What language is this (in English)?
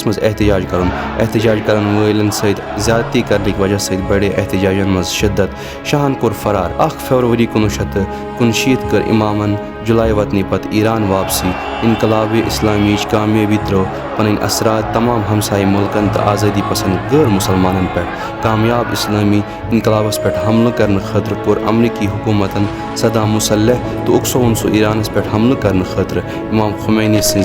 Kashmiri